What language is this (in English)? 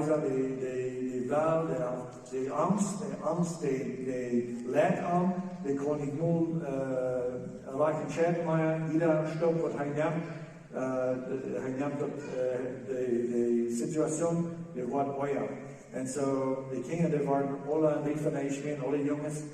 Plautdietsch